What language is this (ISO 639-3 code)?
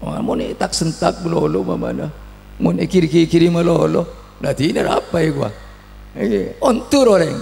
mad